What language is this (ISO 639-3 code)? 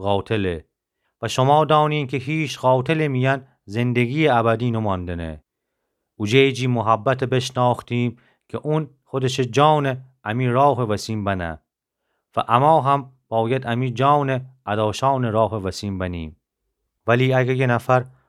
glk